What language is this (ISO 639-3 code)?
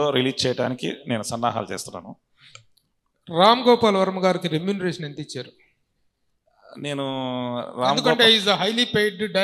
tel